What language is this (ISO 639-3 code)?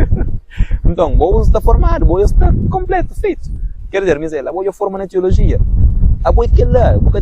kea